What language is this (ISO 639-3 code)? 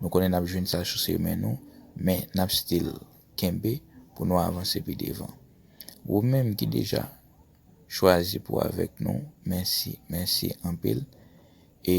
hat